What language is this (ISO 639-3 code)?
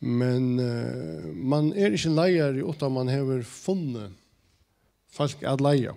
fao